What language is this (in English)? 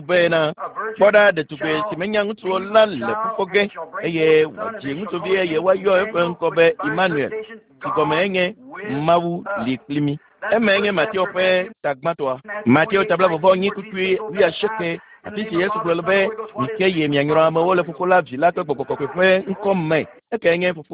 Ewe